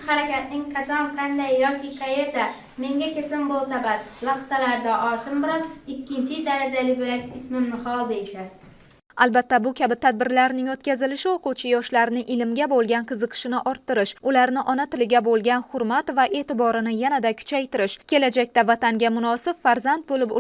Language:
Uzbek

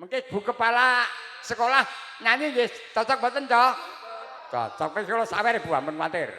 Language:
Javanese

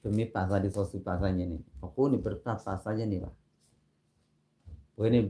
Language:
S'gaw Karen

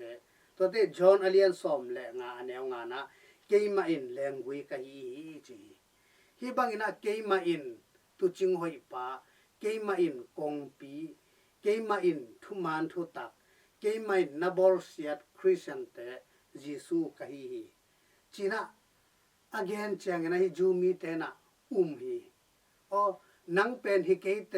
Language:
Tedim Chin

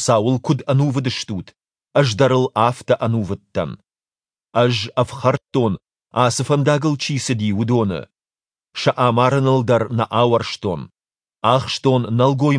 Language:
Ossetic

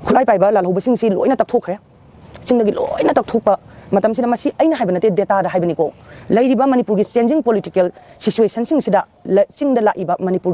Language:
Manipuri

